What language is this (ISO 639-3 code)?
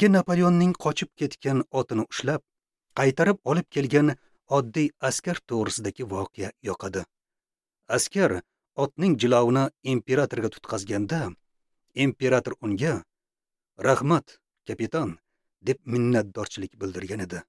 uzb